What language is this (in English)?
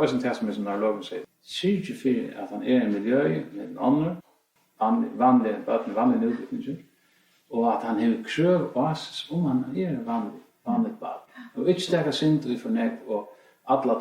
Faroese